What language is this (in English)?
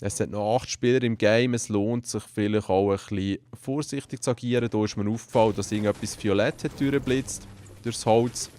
Swiss German